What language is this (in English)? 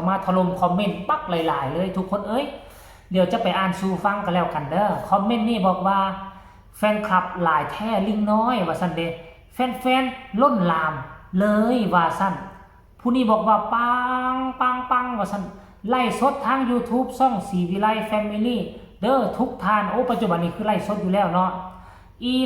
Northeastern Thai